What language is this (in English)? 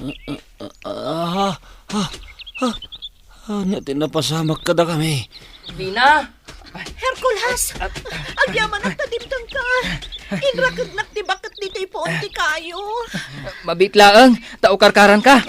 Iloko